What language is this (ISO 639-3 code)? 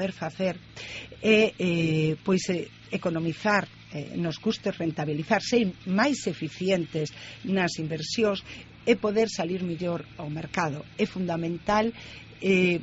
glg